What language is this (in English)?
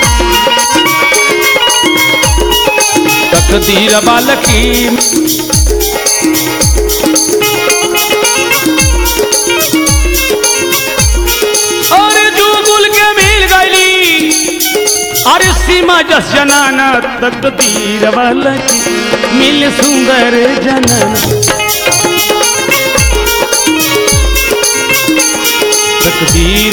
Bhojpuri